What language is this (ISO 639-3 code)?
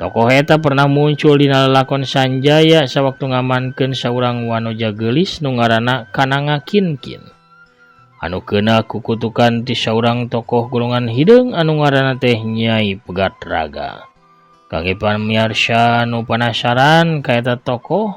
sun